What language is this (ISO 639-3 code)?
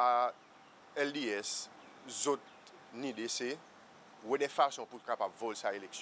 crs